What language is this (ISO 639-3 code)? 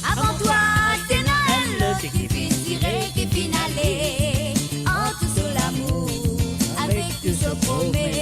mfe